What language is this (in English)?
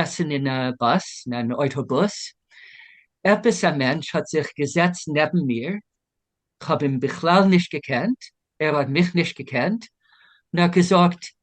Yiddish